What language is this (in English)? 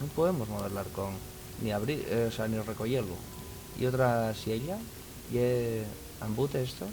Asturian